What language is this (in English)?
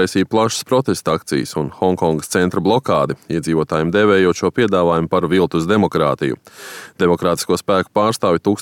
Latvian